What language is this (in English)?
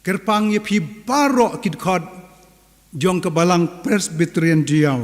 Khasi